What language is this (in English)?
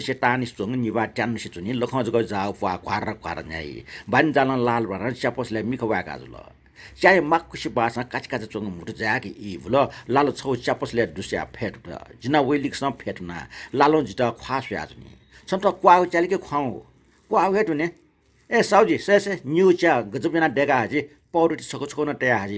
Newari